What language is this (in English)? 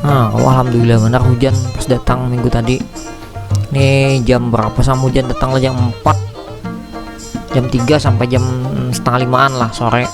Banjar